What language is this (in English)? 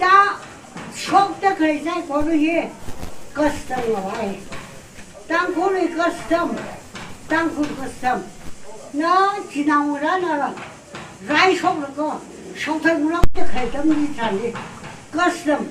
Tangkhul Naga (India)